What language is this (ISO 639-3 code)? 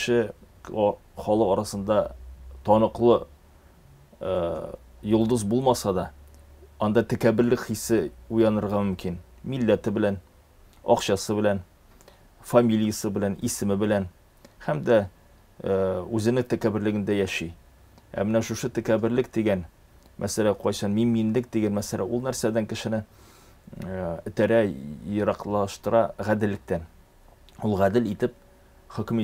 tat